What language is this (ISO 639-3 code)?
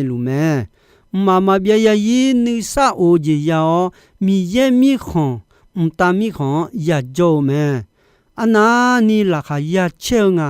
ahk